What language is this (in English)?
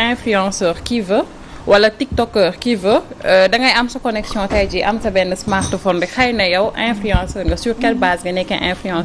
Wolof